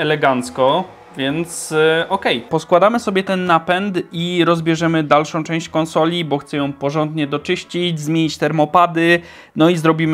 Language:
Polish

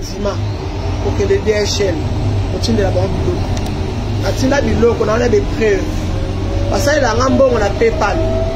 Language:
Lingala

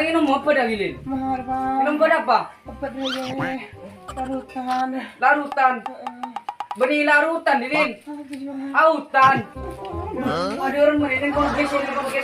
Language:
Madurese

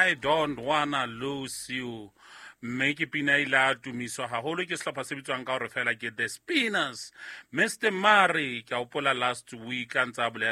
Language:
Southern Sotho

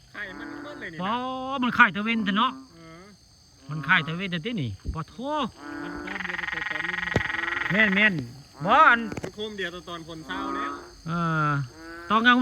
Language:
Northeastern Thai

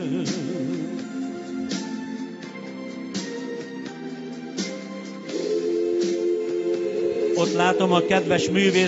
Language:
Hungarian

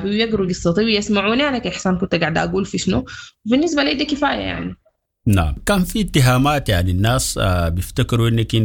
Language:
Sudanese Arabic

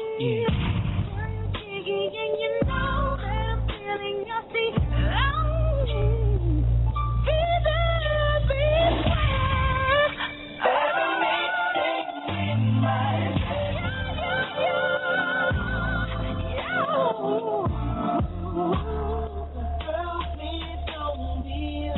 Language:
English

